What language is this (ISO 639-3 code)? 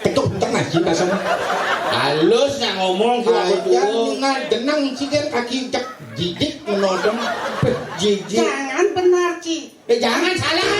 ban